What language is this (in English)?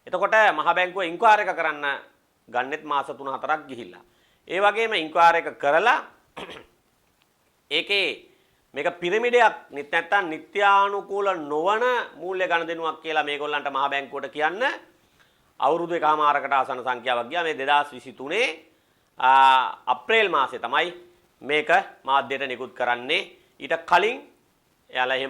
Sinhala